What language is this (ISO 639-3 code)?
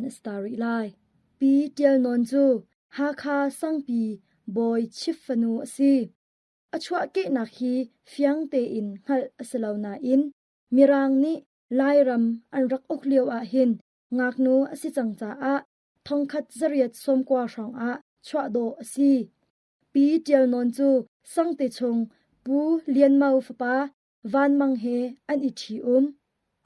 cnh